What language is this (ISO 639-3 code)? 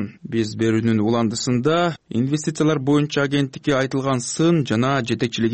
kir